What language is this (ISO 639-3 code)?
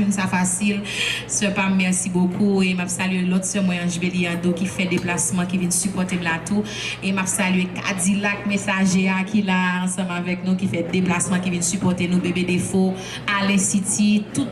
hat